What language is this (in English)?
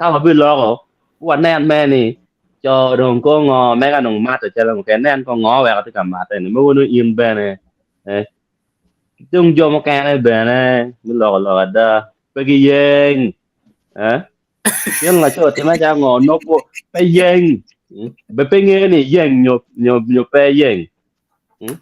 Acoli